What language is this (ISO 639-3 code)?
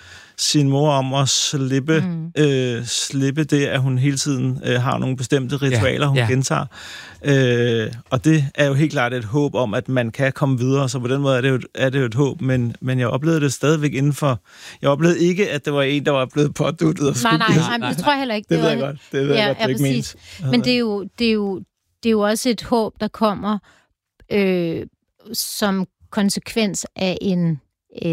dan